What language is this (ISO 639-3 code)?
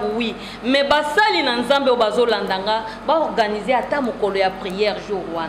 lin